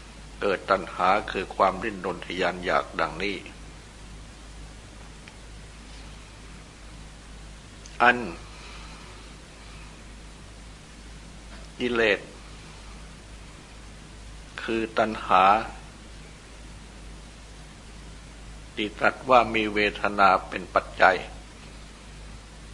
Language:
Thai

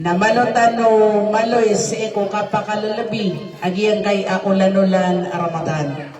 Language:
Maranao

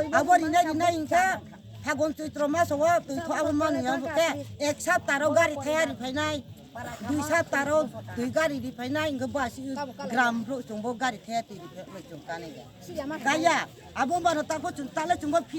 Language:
Riang (India)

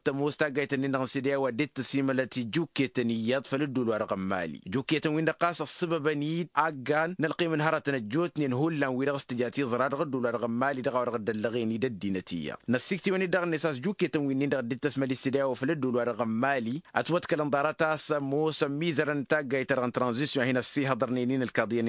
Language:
Tamasheq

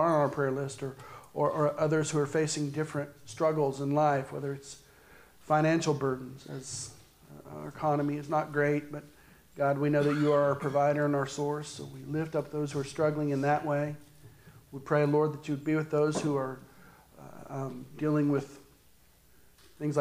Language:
English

